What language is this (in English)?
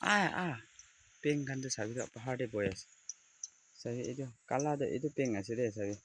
Naga Pidgin